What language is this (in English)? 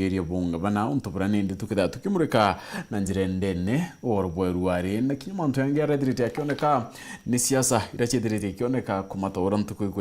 Meru